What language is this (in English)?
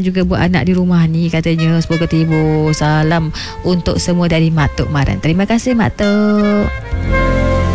Malay